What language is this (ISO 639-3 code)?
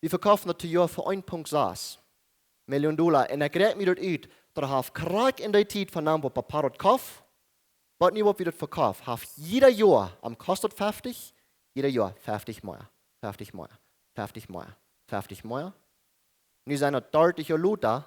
pdt